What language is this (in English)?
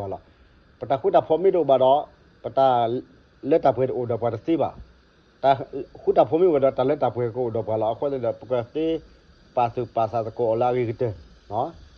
S'gaw Karen